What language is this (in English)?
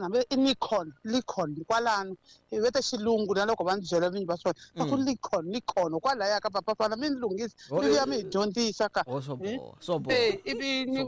Tsonga